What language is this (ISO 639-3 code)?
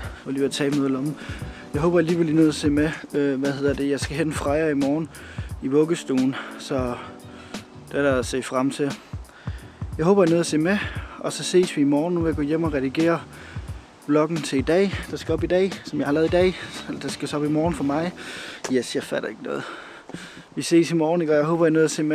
dan